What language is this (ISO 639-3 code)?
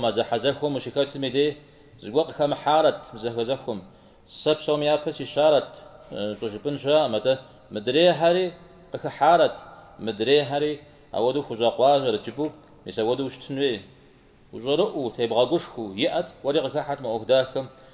kbd